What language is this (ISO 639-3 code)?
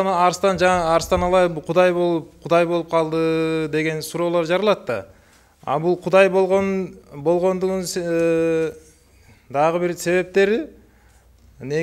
kir